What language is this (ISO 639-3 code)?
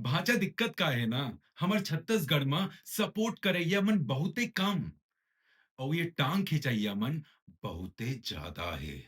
hne